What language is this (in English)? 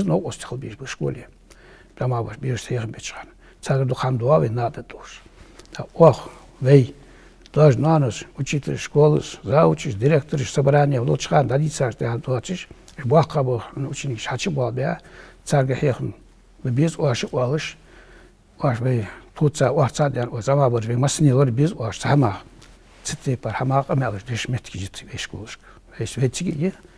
Ingush